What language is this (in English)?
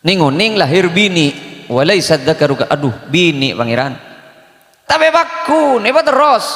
Madurese